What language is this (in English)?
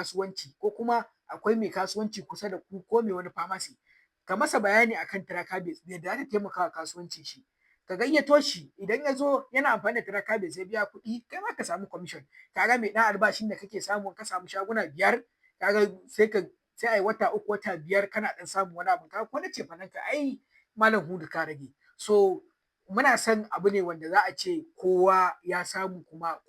Hausa